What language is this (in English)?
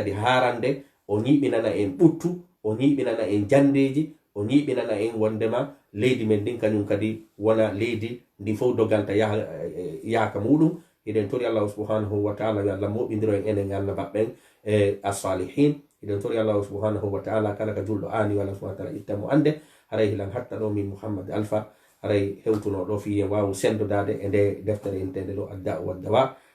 Fula